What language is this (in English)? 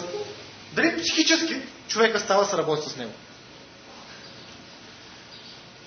Bulgarian